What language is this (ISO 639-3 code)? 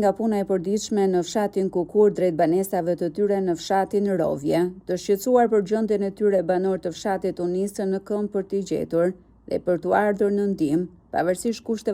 sqi